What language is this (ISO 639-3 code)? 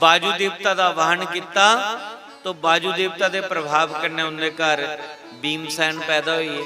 doi